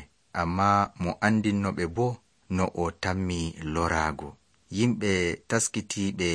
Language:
Nigerian Fulfulde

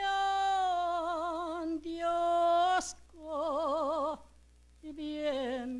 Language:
Pampanga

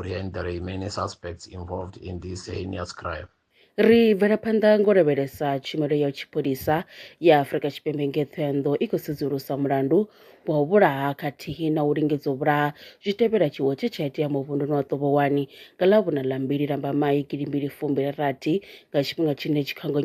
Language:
Venda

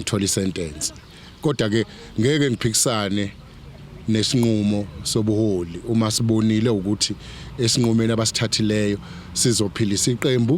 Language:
Zulu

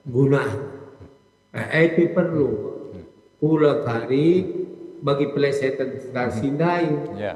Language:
Batak Karo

